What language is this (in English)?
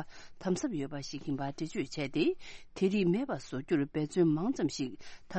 Tibetan